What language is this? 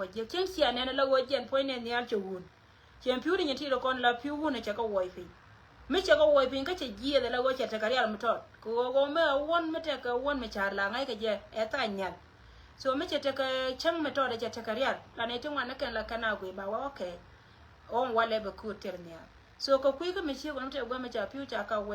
Nuer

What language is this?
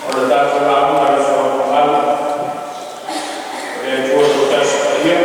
Samoan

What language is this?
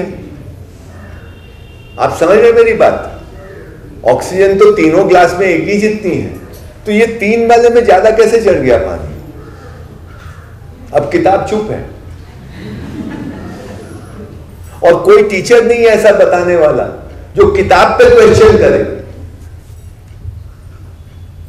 Hindi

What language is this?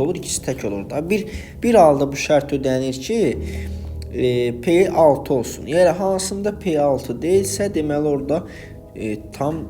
Azerbaijani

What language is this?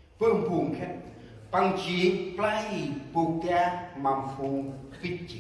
Central Mnong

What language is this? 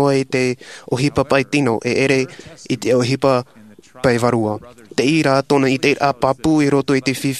Tahitian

